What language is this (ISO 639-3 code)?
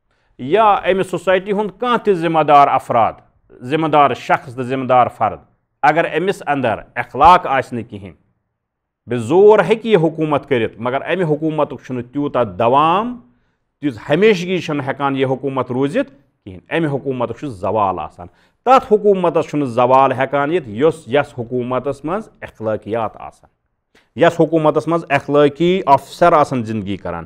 kas